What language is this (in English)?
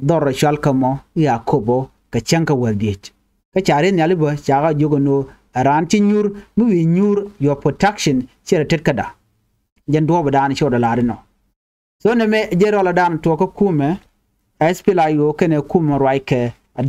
Nuer